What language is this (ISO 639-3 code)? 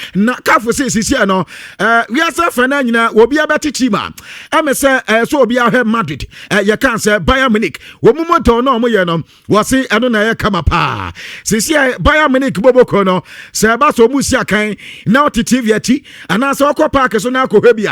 aka